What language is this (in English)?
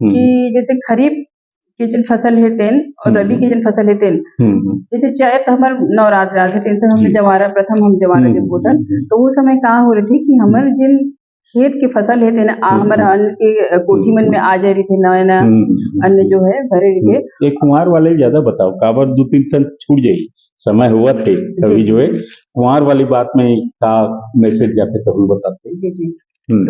Chhattisgarhi